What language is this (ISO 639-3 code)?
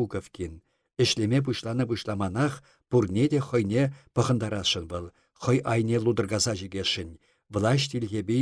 chv